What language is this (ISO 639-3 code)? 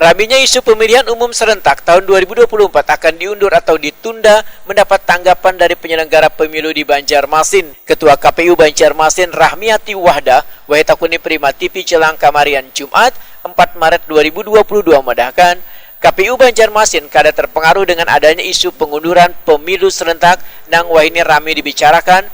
bjn